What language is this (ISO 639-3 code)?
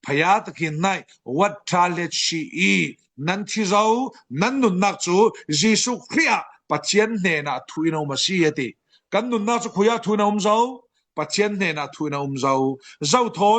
cfm